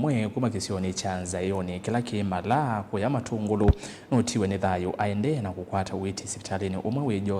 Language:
Kamba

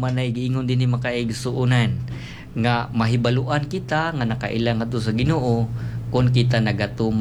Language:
Cebuano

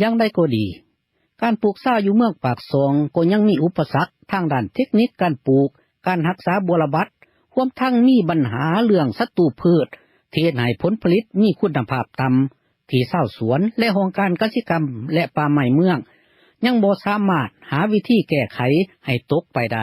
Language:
Lao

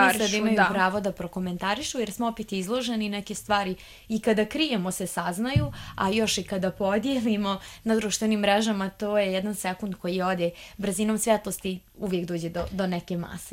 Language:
Bosnian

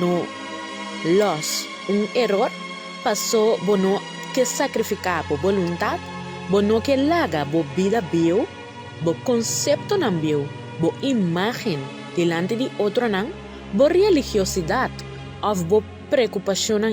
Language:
Papiamento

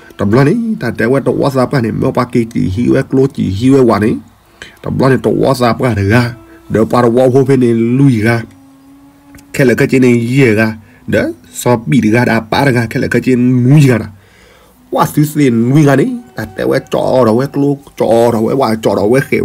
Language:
S'gaw Karen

